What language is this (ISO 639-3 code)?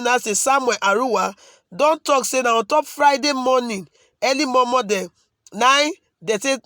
pcm